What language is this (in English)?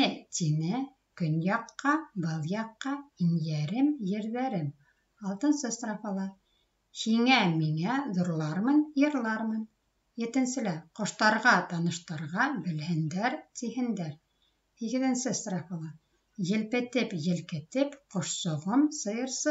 Bashkir